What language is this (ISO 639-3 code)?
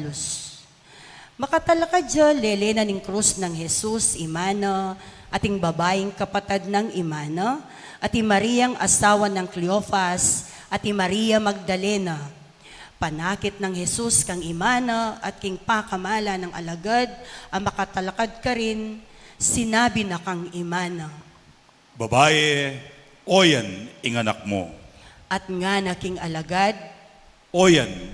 pam